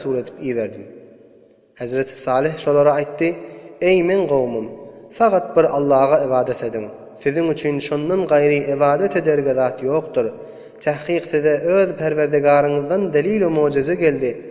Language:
Turkmen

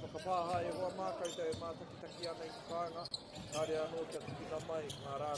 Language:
Māori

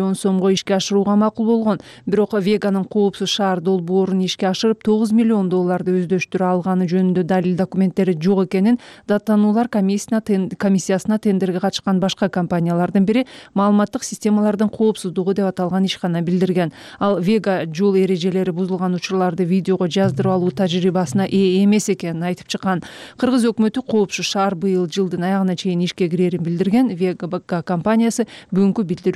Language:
Kyrgyz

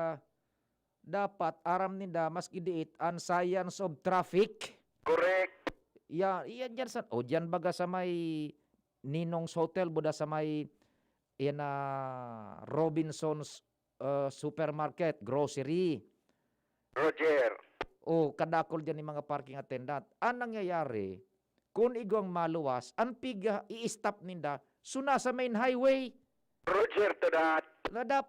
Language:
Bikol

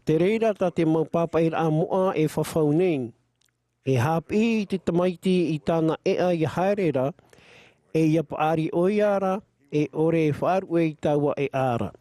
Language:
Tahitian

